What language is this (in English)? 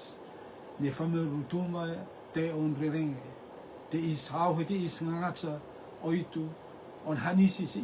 Rotuman